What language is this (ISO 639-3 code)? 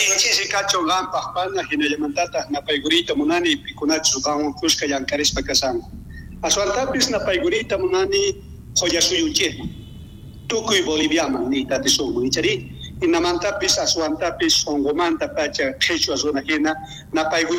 quh